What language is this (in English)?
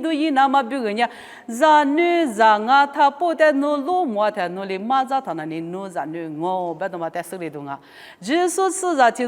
Lisu